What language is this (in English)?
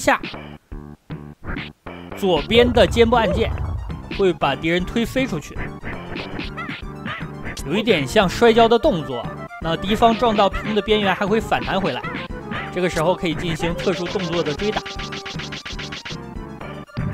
Chinese